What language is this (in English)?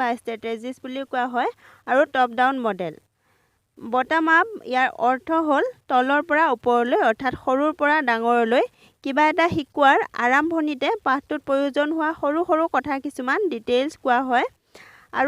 Assamese